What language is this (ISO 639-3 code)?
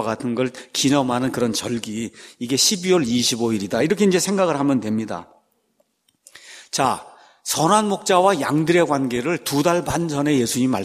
kor